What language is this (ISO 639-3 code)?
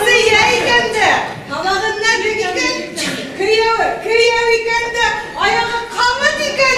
bak